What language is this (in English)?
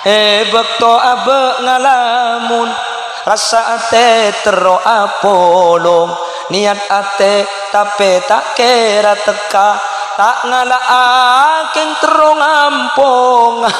Madurese